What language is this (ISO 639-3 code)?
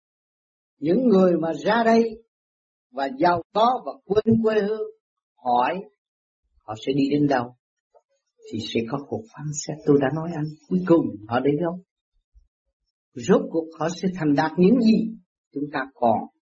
vie